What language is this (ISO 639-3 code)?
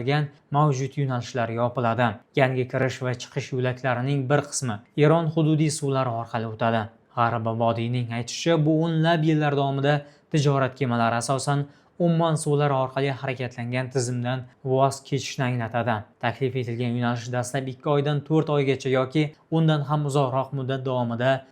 uzb